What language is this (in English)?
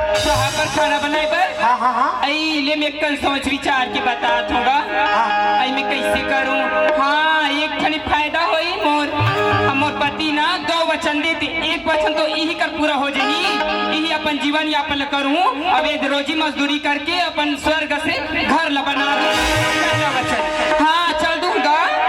Chhattisgarhi